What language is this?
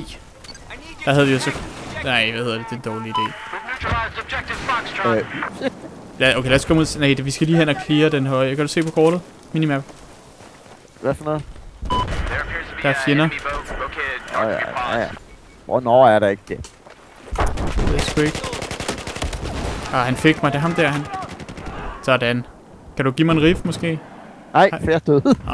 Danish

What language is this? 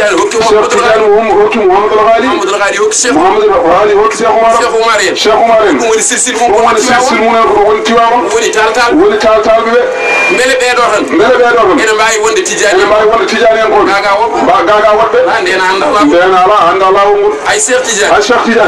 Fula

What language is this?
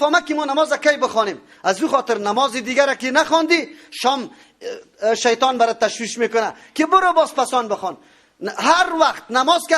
Persian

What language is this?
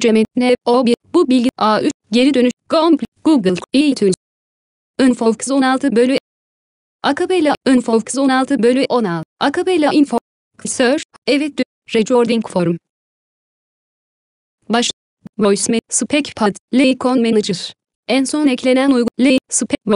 Turkish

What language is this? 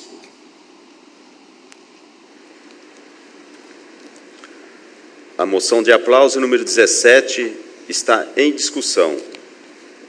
Portuguese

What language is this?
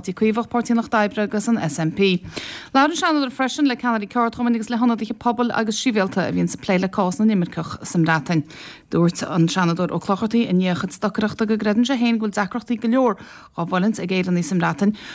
Irish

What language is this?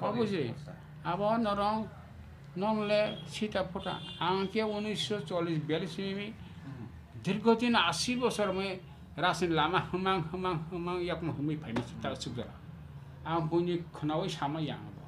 Kok Borok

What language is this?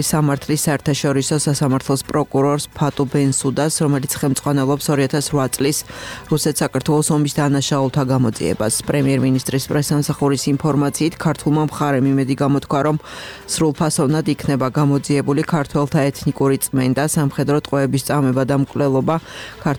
Georgian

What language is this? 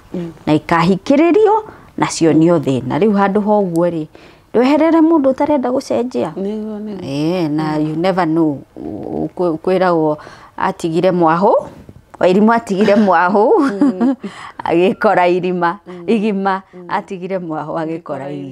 Kikuyu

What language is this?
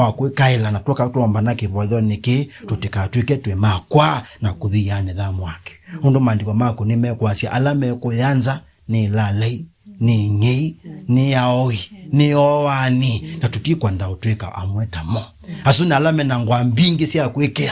Kamba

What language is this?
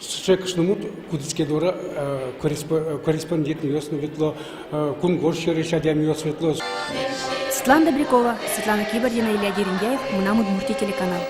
Udmurt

